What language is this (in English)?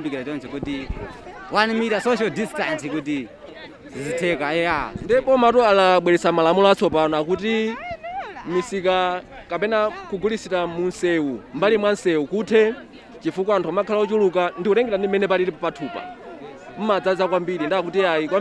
Nyanja